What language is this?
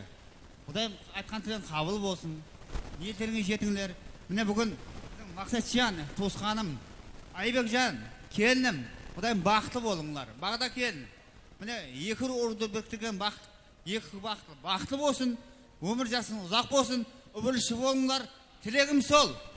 Kara-Kalpak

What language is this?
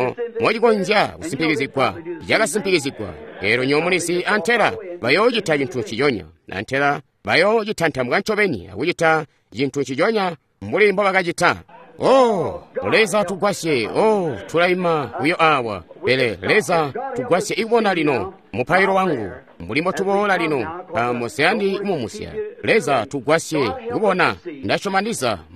Tonga (Zambia)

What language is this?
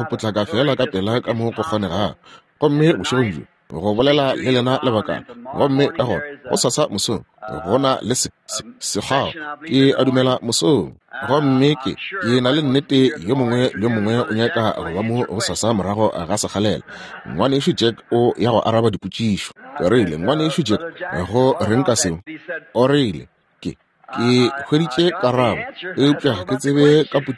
Northern Sotho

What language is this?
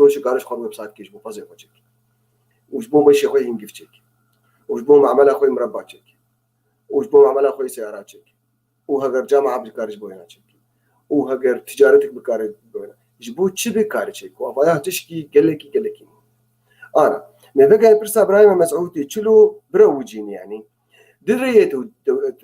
Kurdish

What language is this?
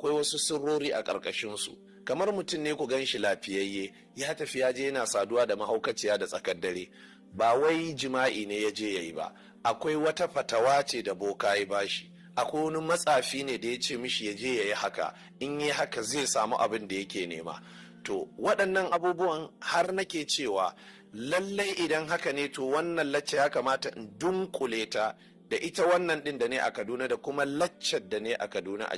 Hausa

